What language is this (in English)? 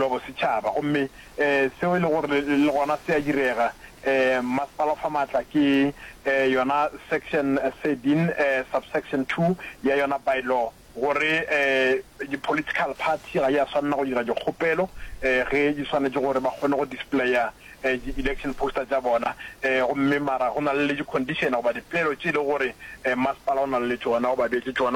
Northern Sotho